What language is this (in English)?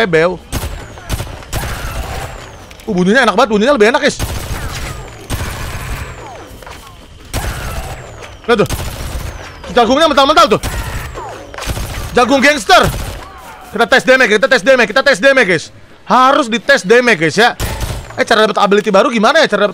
Indonesian